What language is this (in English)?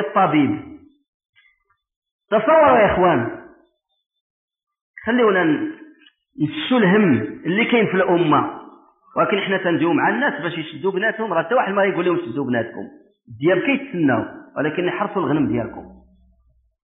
Moroccan Arabic